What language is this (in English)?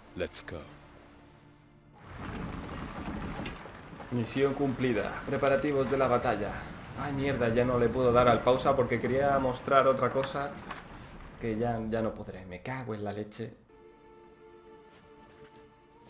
Spanish